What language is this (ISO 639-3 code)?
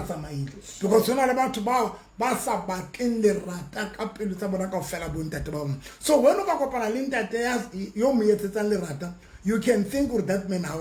sot